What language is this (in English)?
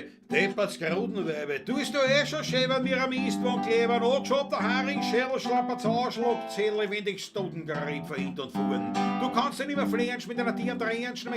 Bavarian